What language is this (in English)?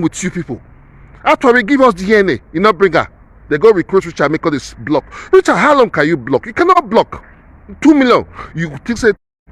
Nigerian Pidgin